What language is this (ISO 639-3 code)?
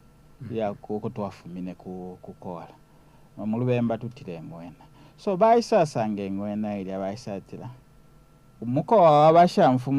bem